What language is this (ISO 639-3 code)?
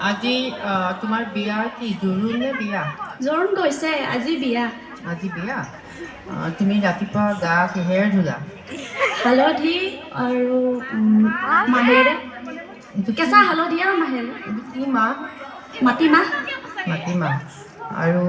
asm